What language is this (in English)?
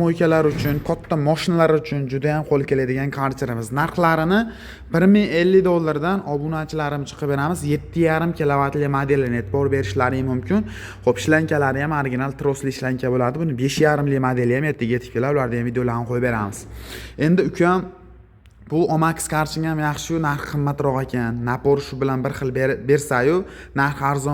Uzbek